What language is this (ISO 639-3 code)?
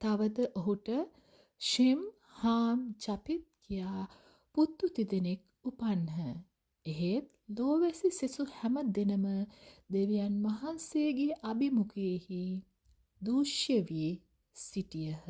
sin